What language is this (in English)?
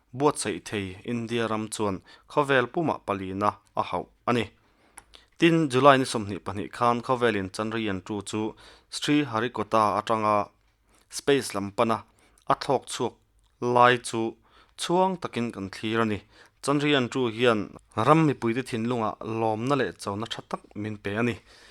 Mizo